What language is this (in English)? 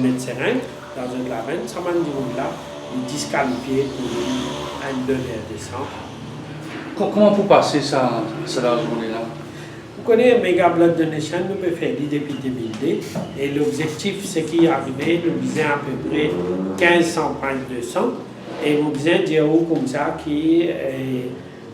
Morisyen